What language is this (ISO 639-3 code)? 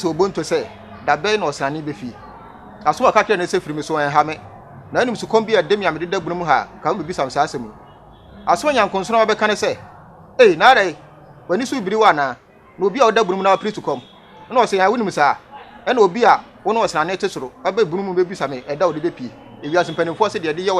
aka